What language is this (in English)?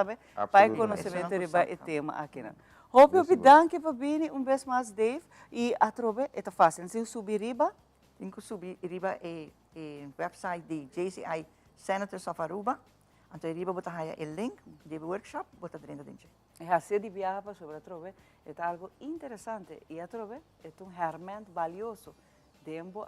Papiamento